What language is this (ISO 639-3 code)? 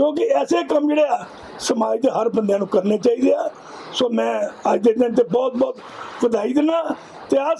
pan